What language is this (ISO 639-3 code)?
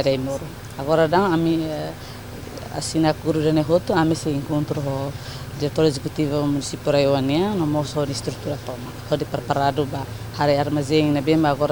tet